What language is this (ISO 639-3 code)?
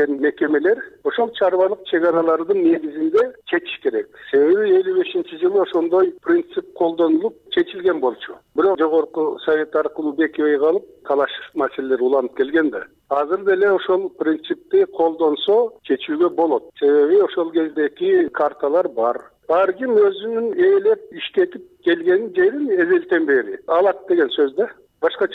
kir